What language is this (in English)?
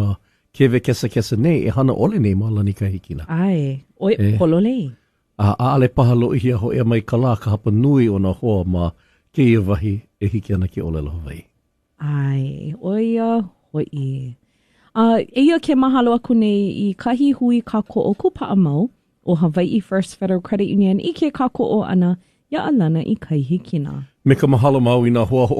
Hawaiian